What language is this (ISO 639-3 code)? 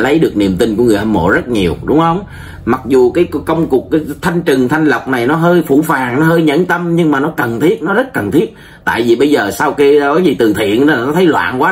vie